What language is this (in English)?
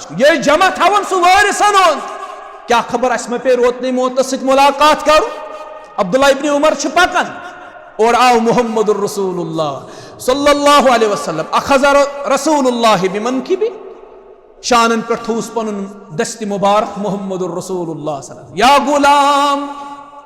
Kashmiri